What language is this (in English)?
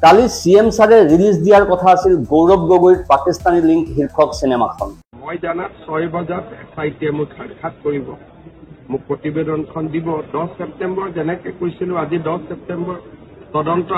Assamese